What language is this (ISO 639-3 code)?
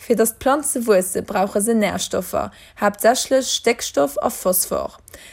ltz